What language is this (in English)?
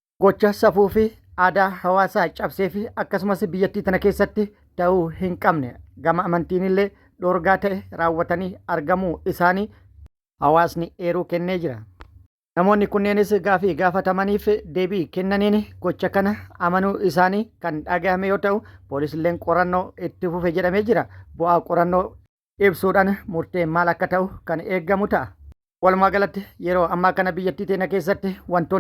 Oromo